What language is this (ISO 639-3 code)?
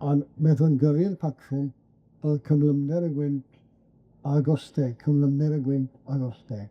cym